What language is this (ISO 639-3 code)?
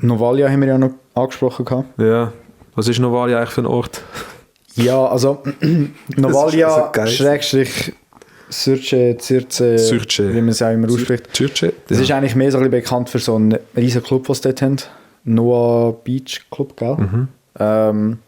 gsw